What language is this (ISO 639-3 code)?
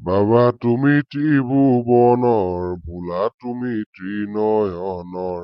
asm